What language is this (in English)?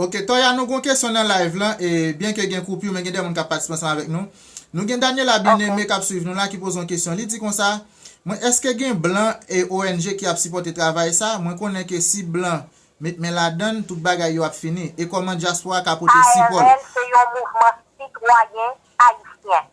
Haitian Creole